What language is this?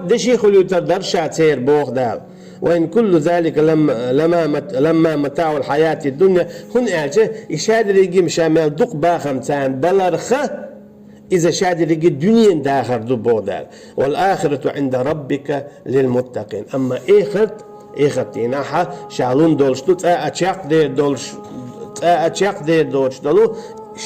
Chechen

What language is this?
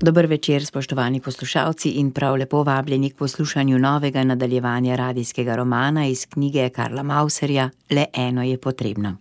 Slovenian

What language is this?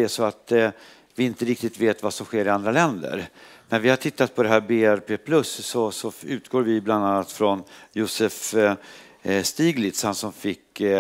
Swedish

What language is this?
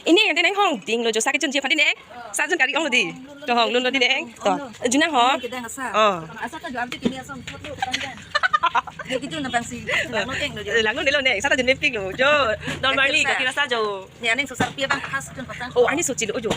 Karbi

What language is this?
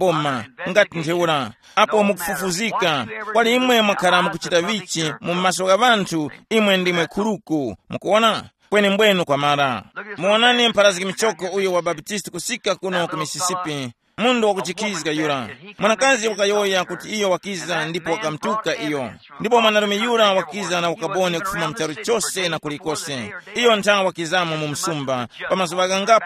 Tumbuka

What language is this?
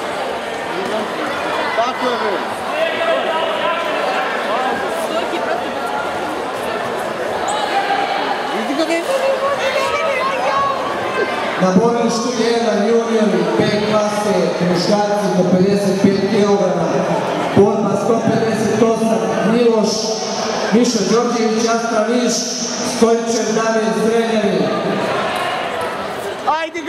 Serbian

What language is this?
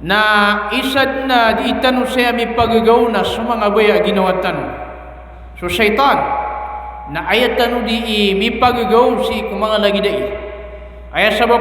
Maranao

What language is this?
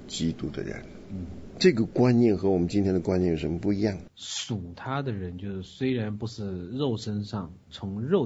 Chinese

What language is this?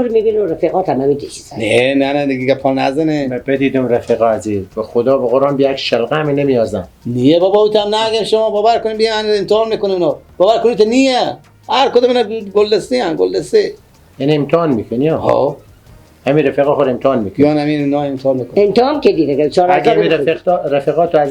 Persian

